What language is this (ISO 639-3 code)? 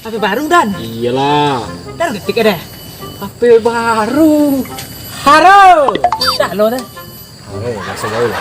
min